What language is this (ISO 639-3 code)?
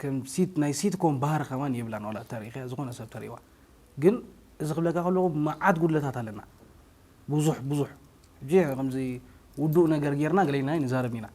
tir